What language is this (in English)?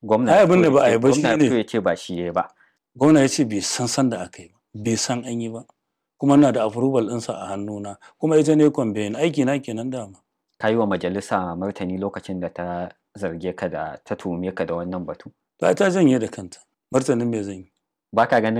Hausa